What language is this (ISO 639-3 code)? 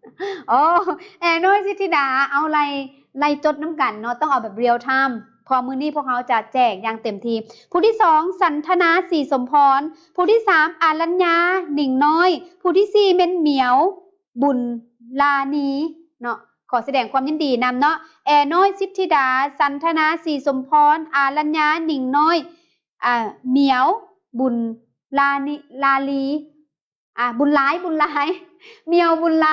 lao